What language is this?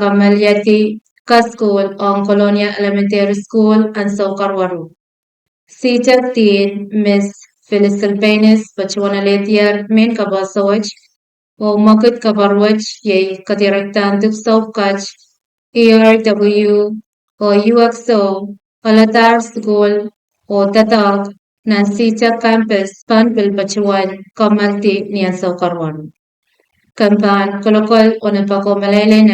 Pohnpeian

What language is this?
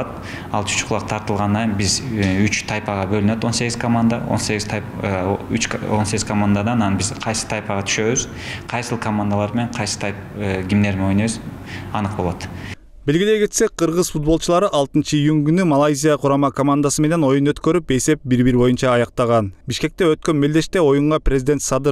Kyrgyz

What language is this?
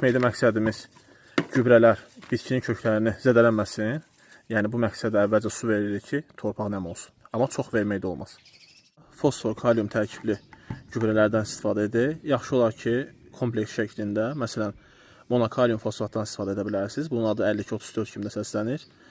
Azerbaijani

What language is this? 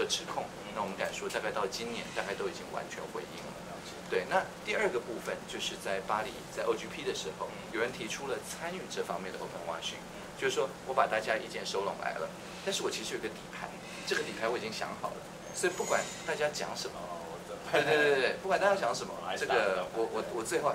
Chinese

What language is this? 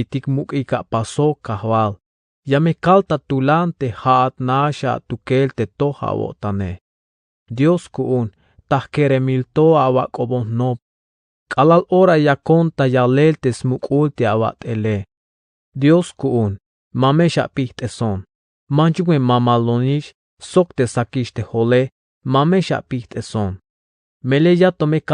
Tzeltal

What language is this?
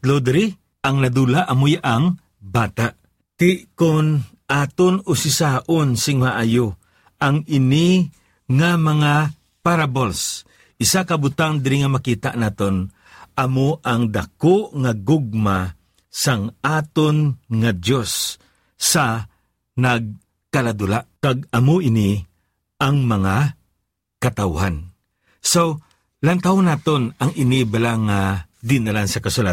Hiligaynon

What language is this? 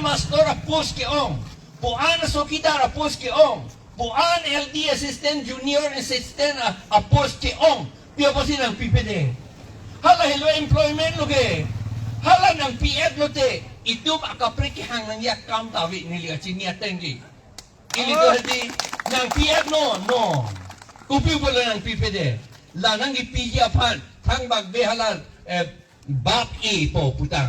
Karbi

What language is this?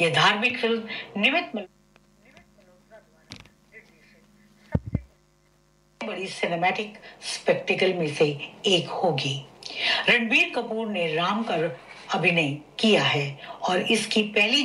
Hindi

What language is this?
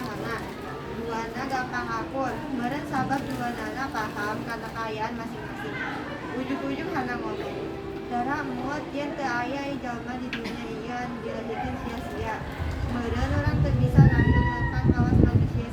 Sundanese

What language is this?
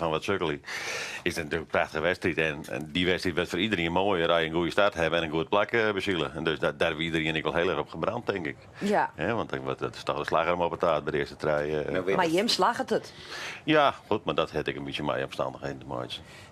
Western Frisian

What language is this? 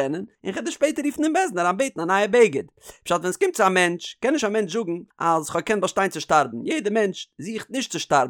Yiddish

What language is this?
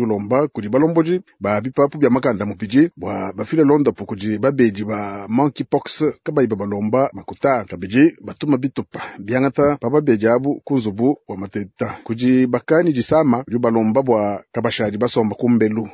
Luba-Lulua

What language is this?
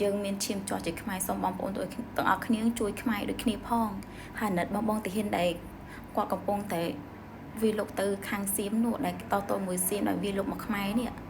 Khmer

